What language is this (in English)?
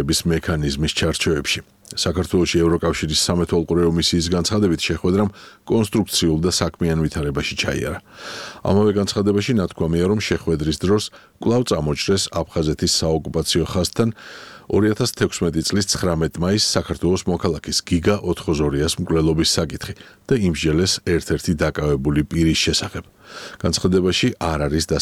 Georgian